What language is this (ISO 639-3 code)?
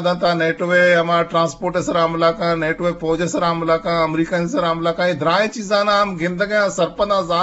bgp